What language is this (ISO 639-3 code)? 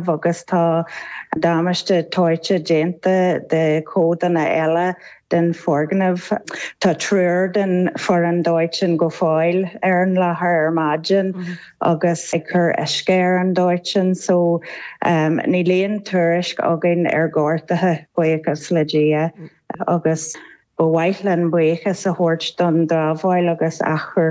gle